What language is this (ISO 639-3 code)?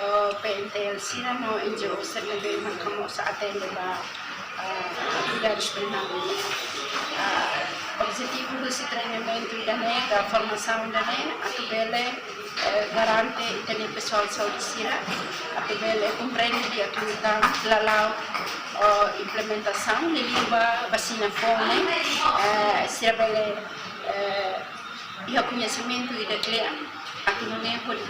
tet